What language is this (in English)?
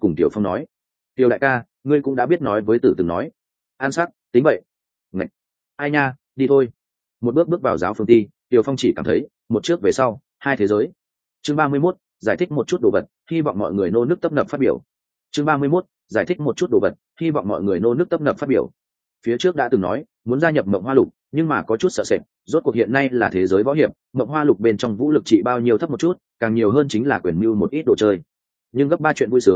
Vietnamese